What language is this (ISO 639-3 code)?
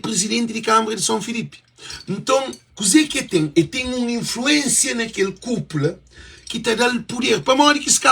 kea